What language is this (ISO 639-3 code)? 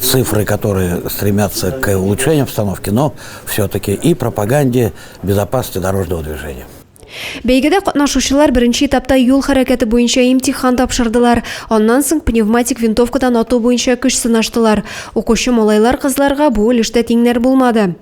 tat